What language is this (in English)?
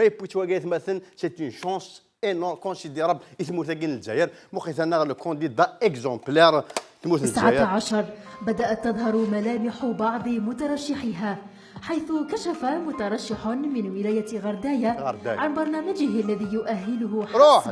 Kabyle